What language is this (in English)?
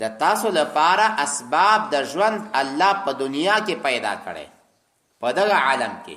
Pashto